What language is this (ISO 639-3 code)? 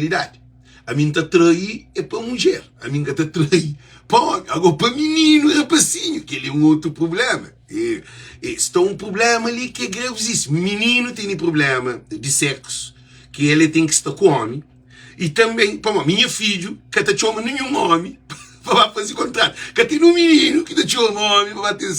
kea